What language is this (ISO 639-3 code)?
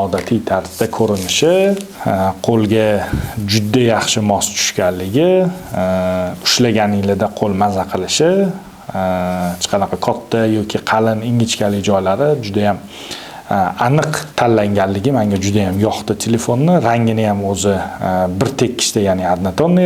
uzb